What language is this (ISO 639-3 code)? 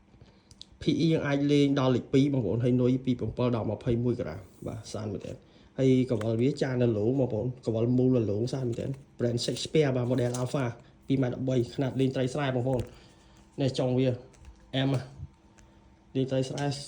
khm